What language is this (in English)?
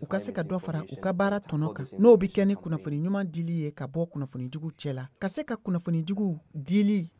Bambara